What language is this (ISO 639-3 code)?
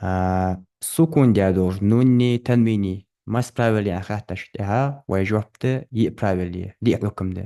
inh